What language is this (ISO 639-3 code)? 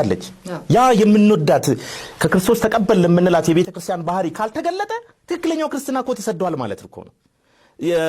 amh